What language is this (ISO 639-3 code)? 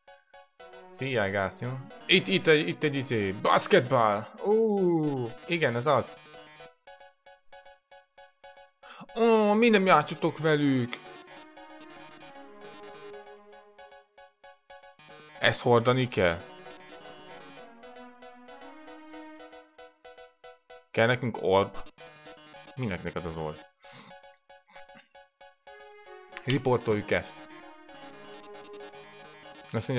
hun